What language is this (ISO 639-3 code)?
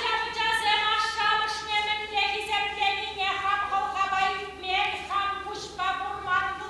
chv